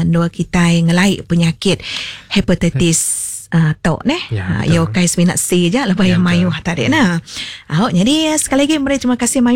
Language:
Iban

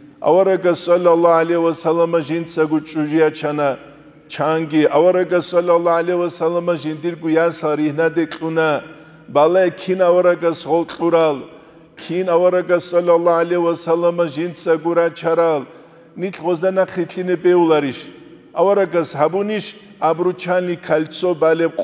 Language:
Avaric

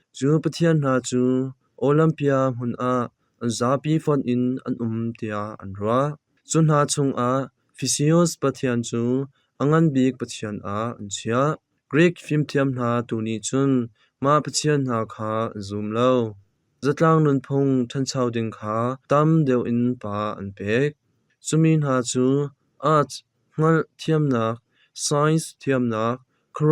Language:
Hakha Chin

